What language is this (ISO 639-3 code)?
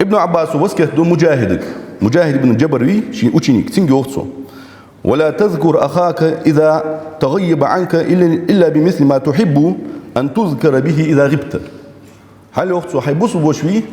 inh